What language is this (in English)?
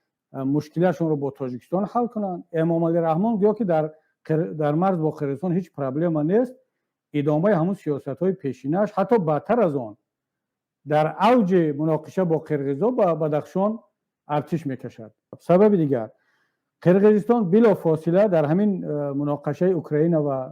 Tajik